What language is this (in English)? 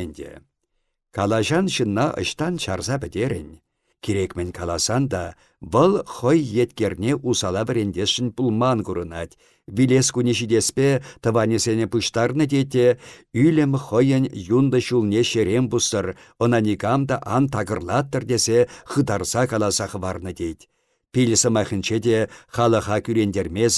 Chuvash